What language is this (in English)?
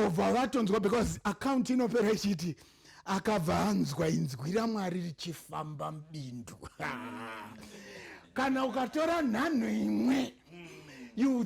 Shona